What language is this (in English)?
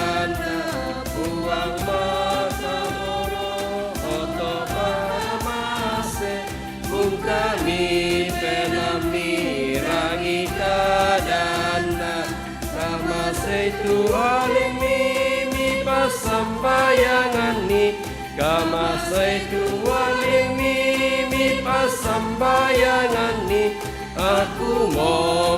Toraja-Sa'dan